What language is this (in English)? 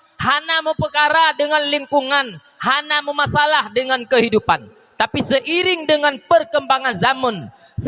Achinese